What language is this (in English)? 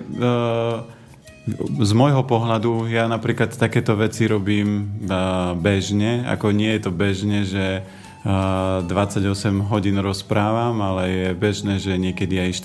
Slovak